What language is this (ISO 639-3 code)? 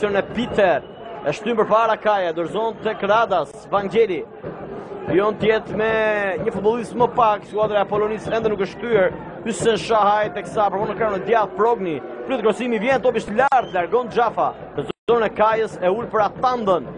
sqi